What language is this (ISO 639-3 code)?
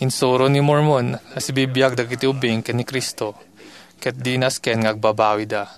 ilo